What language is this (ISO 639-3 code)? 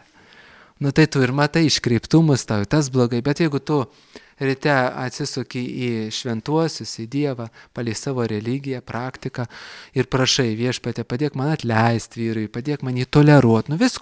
lit